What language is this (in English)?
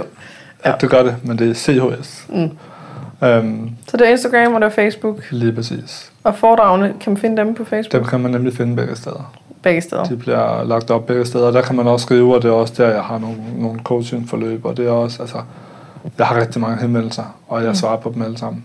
Danish